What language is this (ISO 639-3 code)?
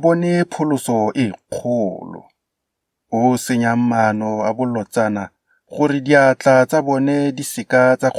tsn